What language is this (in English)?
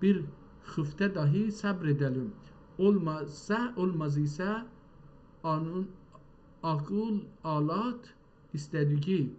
South Azerbaijani